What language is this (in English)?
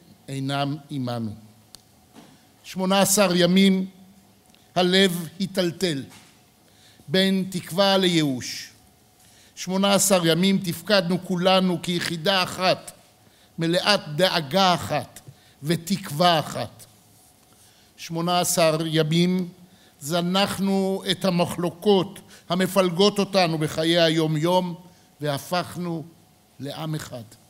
Hebrew